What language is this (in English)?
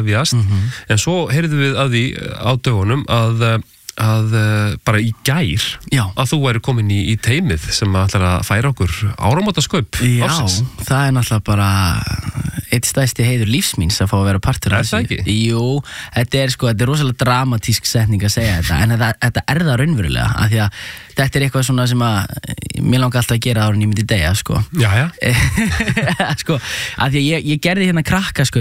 Icelandic